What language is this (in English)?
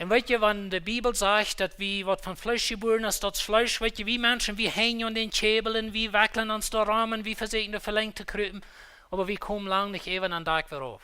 Plautdietsch